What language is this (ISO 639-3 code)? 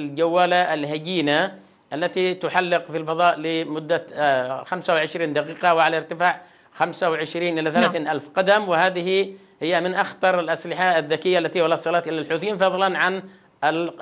ara